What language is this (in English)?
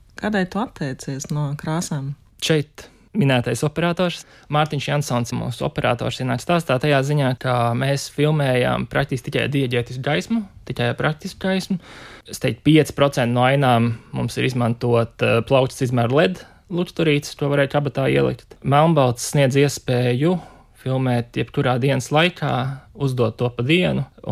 Latvian